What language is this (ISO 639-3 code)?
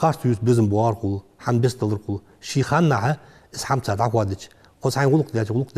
inh